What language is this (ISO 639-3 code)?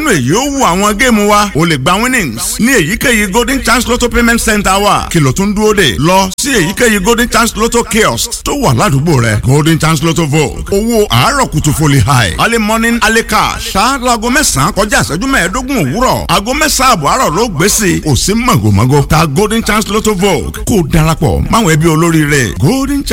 yor